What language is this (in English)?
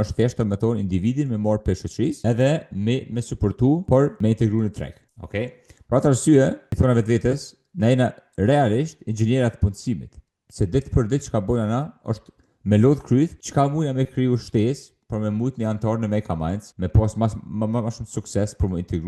Albanian